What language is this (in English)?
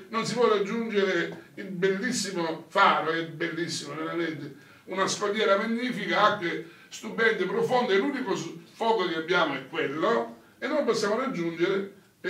Italian